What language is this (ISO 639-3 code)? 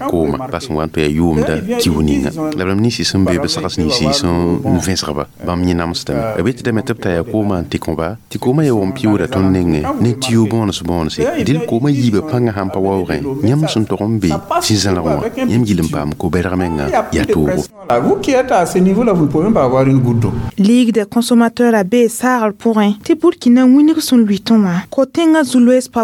mos